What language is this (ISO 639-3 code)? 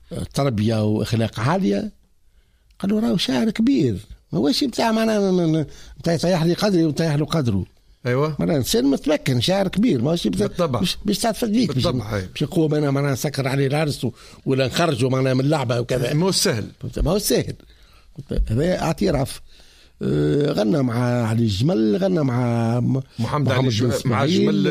aeb